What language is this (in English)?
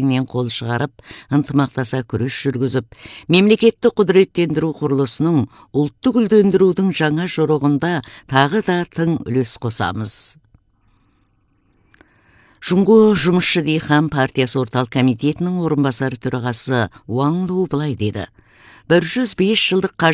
Kazakh